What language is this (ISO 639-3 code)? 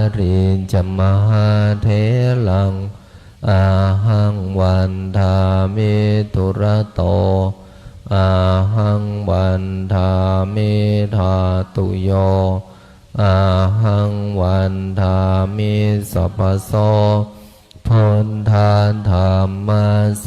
pli